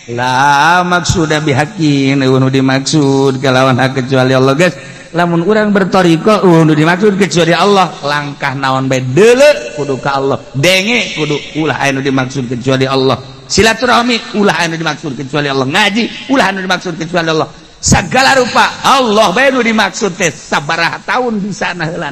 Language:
Sundanese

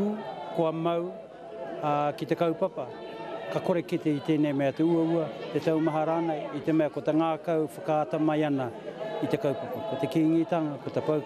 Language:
Māori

